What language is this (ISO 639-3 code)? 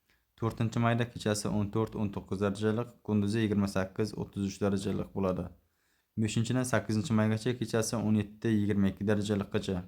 uzb